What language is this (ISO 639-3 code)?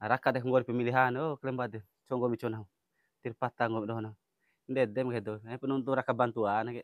bhp